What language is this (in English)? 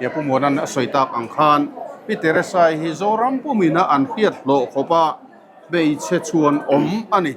Mizo